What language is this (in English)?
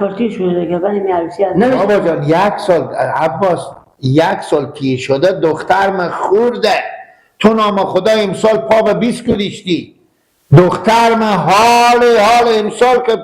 Hazaragi